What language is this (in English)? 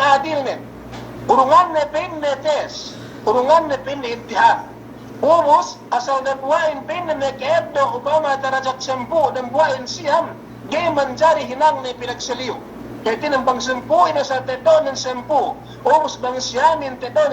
Yakan